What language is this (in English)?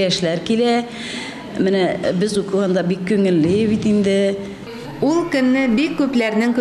Tatar